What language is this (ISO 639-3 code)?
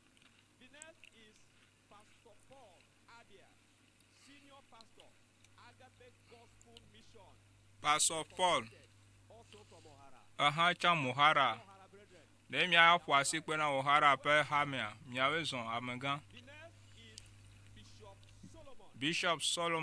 ewe